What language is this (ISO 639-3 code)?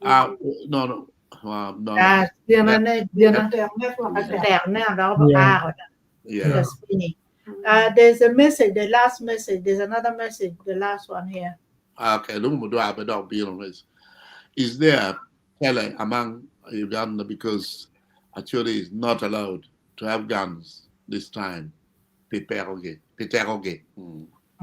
ach